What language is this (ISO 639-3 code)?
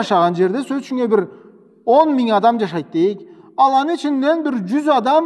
krc